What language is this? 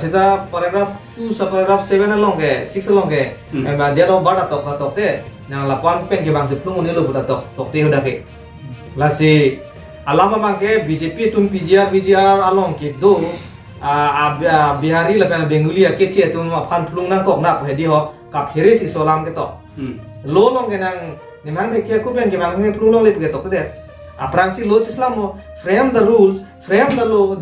Karbi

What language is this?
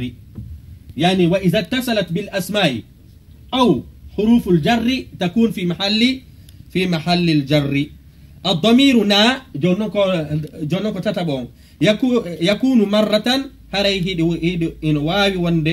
Fula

